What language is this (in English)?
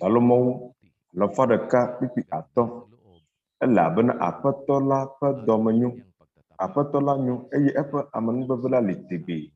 Ewe